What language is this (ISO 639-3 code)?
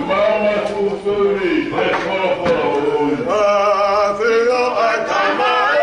ton